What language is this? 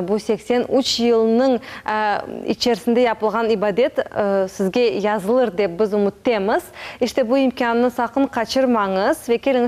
Crimean Tatar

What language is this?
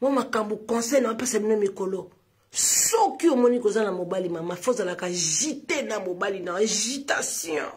Lingala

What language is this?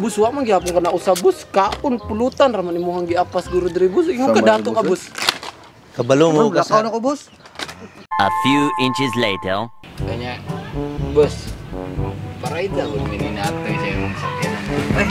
Cebuano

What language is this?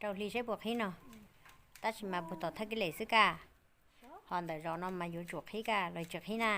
Hmong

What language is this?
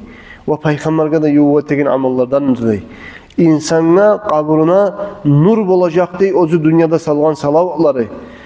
Kumyk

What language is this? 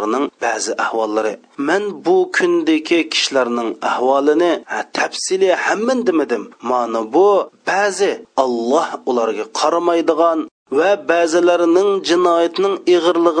Uyghur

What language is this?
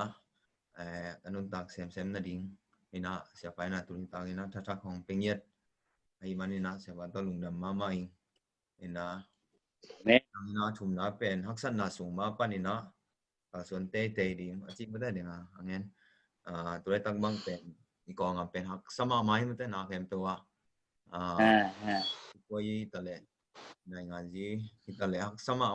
Tedim Chin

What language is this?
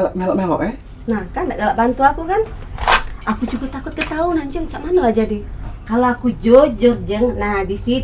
Musi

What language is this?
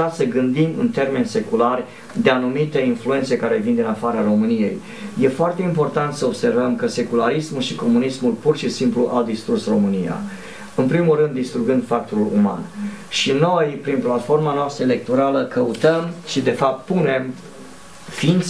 Romanian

